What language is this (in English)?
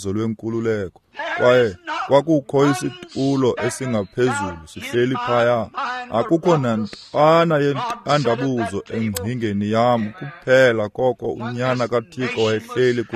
Xhosa